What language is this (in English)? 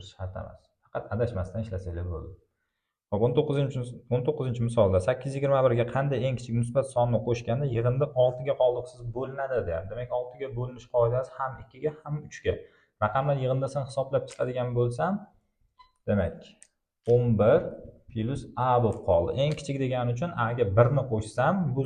Uzbek